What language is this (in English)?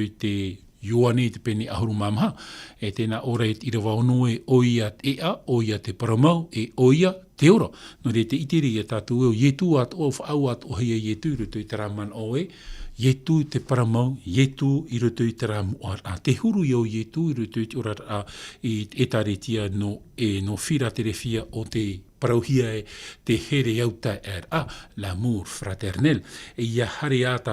Tahitian